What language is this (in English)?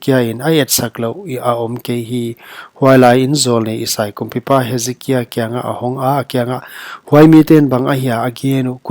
Paite Chin